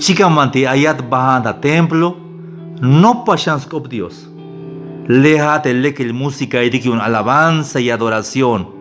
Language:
Tzeltal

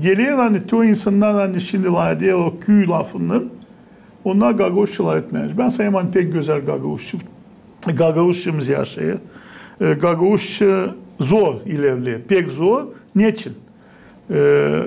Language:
Gagauz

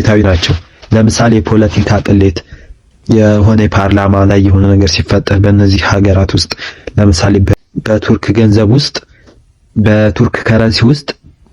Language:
Amharic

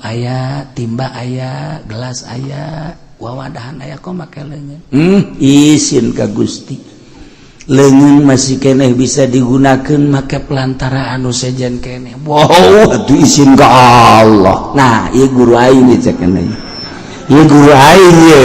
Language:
Sundanese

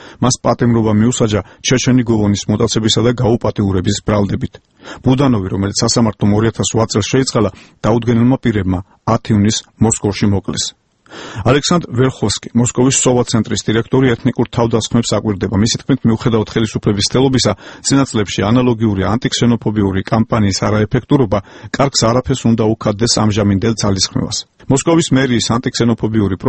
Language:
Georgian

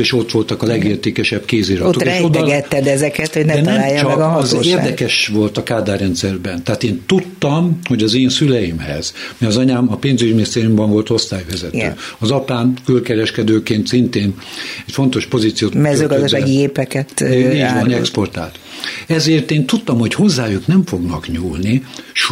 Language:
Hungarian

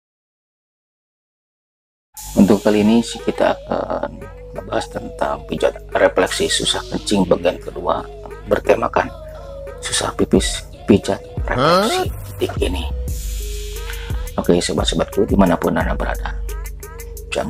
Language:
Indonesian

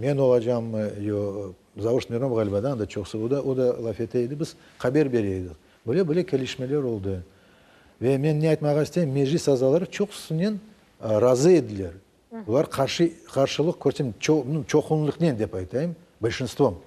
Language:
Crimean Tatar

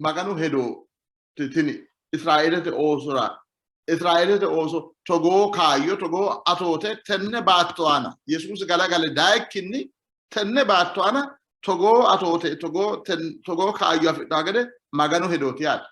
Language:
Sidamo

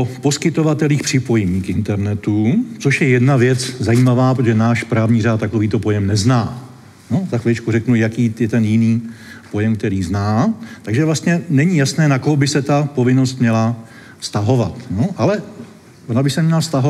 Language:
Czech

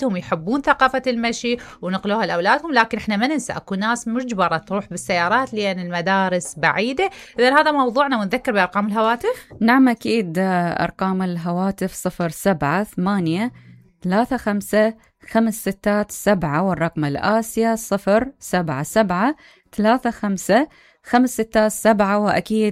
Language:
Mesopotamian Arabic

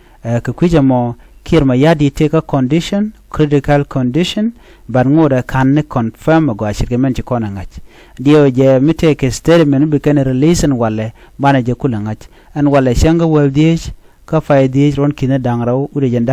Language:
Nuer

